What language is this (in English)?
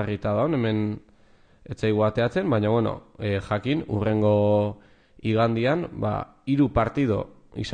Basque